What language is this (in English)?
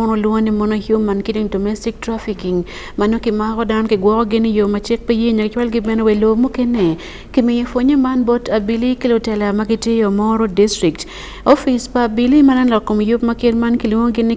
Acoli